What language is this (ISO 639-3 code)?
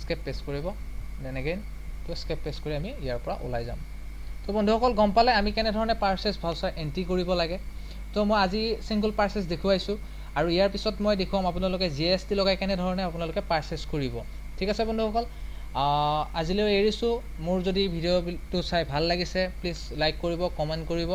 asm